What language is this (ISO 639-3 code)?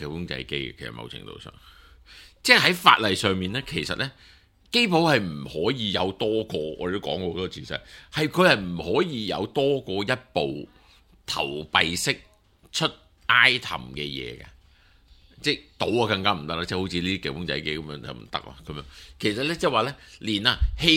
yue